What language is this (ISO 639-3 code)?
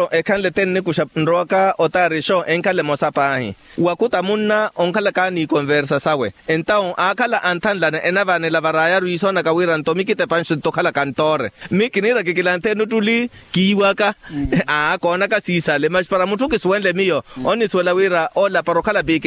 vmw